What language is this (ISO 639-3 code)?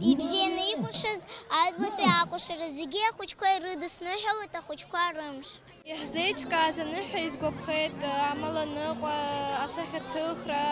abk